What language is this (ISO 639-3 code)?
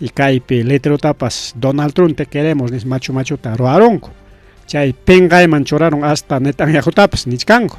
quy